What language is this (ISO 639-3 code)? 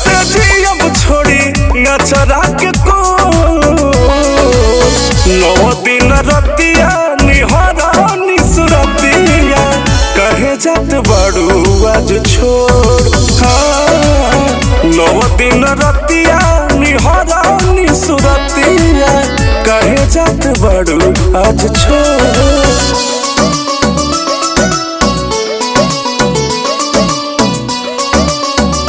bho